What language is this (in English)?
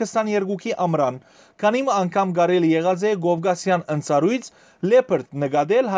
Western Armenian